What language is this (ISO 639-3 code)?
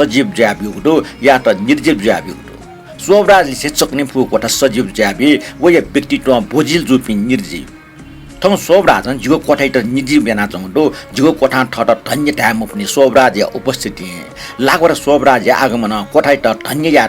new